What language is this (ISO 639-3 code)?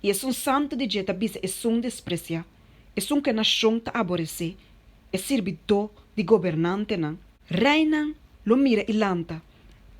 pap